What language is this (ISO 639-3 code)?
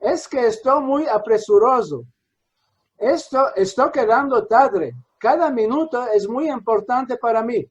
lad